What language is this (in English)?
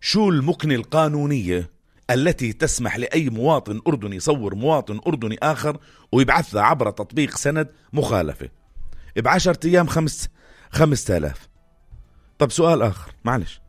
North Levantine Arabic